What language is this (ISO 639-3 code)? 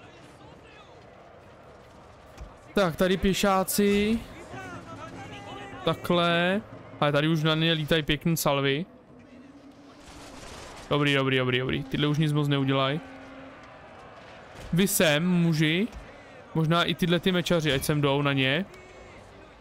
ces